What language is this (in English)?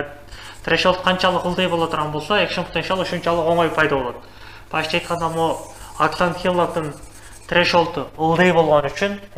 Kyrgyz